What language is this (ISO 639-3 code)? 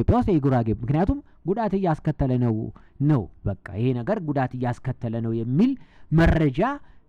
amh